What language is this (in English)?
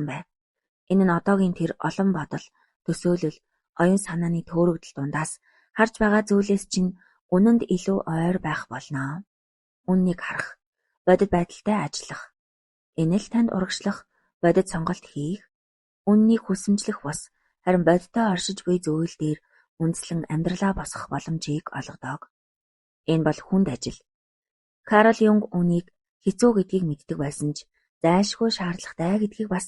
Mongolian